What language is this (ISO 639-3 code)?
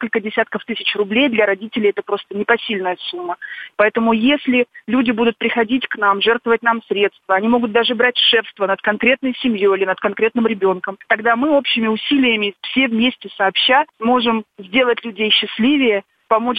rus